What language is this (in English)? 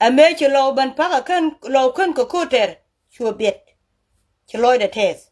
Nuer